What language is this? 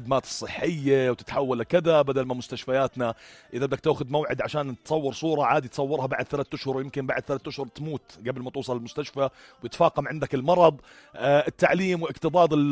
North Levantine Arabic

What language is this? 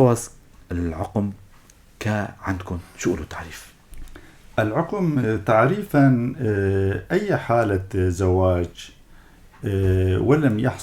North Levantine Arabic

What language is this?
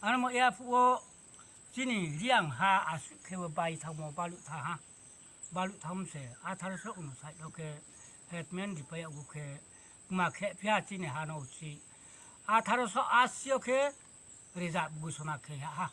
Riang (India)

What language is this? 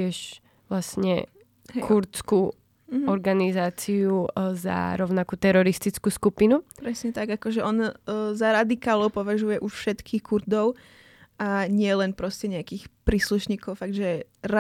Slovak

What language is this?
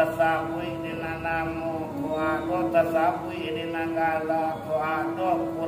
Minangkabau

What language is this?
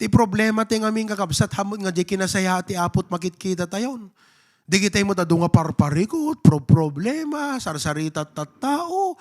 Iloko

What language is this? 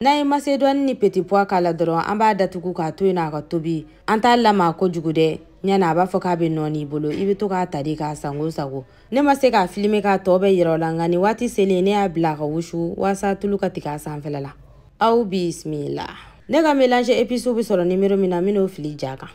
Bambara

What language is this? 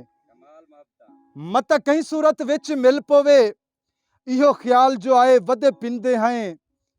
Saraiki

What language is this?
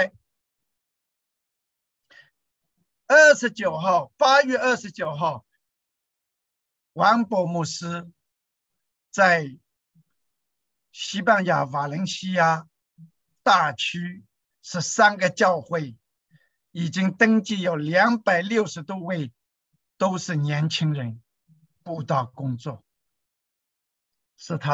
Chinese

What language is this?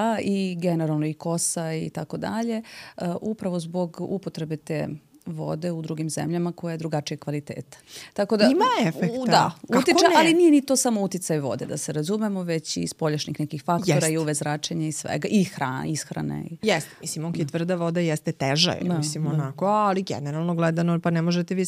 Serbian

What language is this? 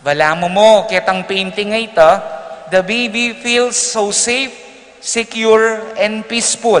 Pampanga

